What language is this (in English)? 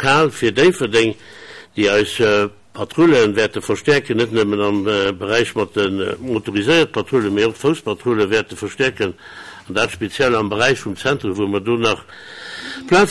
Luxembourgish